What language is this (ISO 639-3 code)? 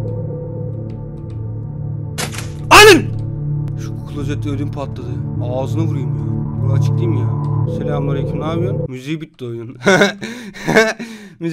tur